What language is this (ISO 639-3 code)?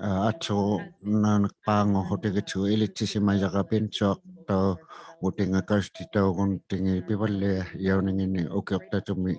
iku